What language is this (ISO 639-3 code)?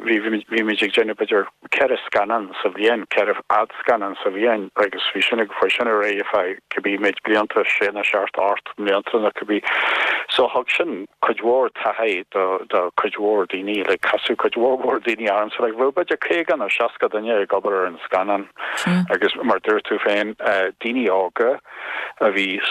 gle